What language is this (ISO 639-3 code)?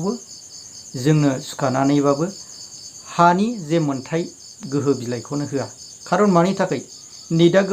brx